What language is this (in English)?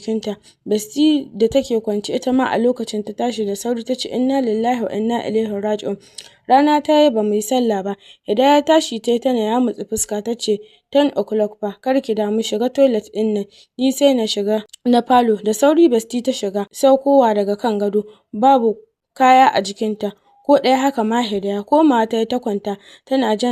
Hausa